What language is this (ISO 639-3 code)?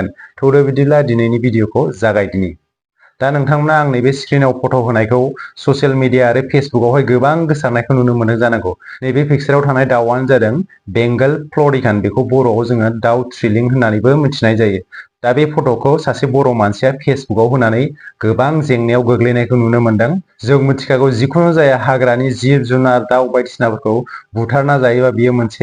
brx